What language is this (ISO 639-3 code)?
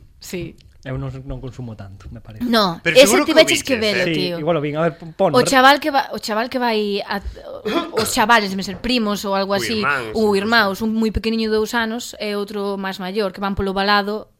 glg